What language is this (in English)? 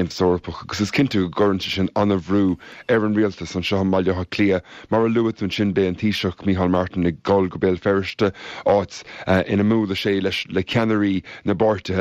Irish